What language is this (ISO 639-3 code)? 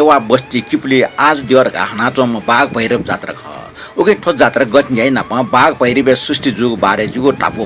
new